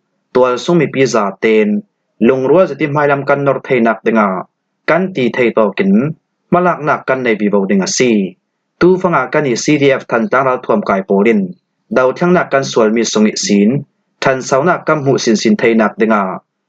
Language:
Falam Chin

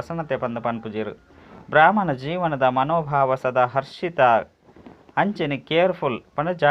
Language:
Tulu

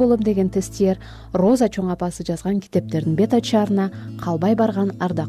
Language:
Kyrgyz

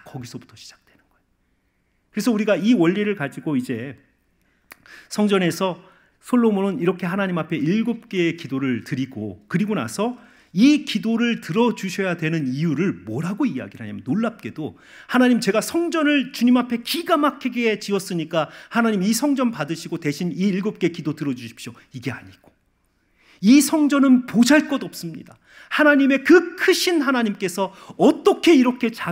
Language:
Korean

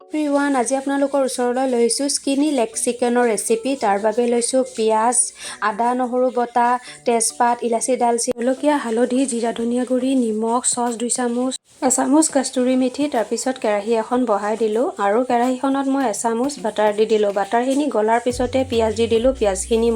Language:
Assamese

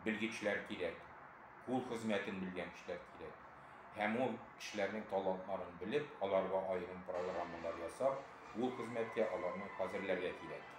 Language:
Tatar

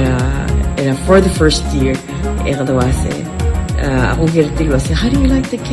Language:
Palauan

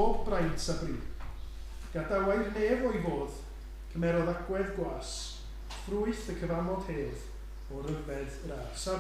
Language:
Welsh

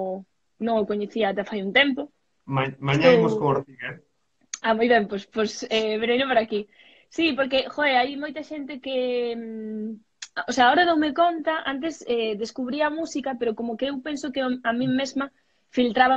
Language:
Galician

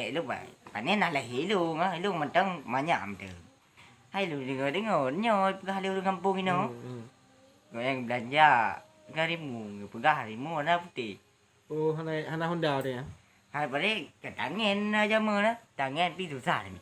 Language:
Achinese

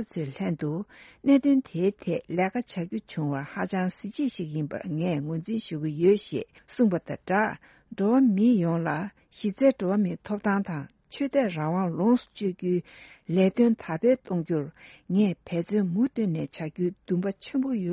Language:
Tibetan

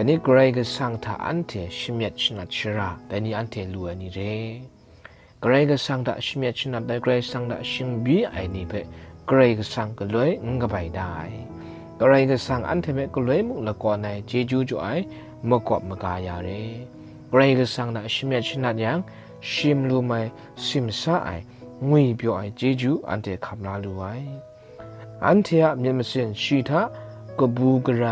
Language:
Kachin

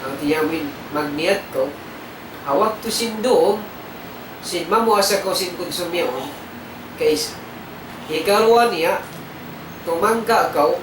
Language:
Tausug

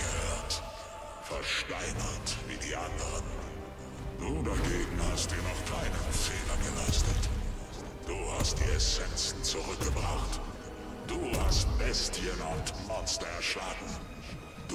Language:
German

